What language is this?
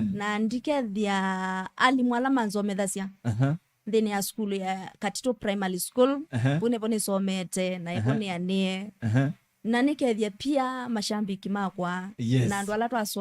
Kamba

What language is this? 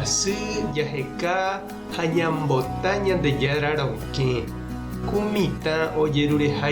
Guarani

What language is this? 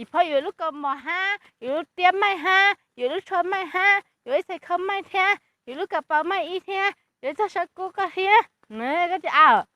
Hmong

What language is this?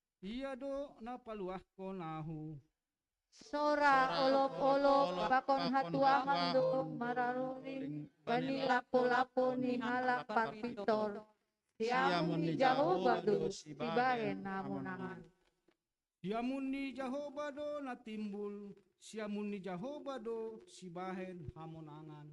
Batak Simalungun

